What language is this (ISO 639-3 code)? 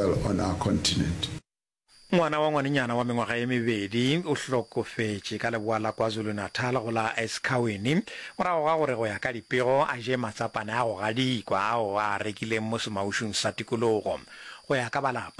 nso